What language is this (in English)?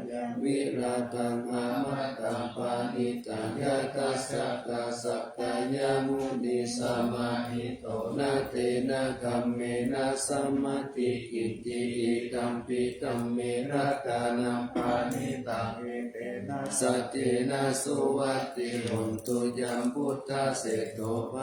Pali